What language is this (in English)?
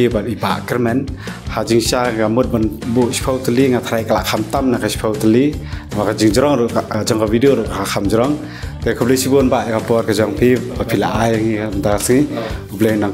Khasi